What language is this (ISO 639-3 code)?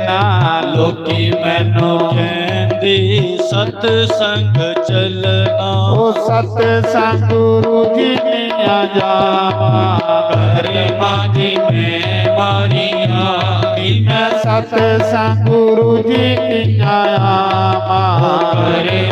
doi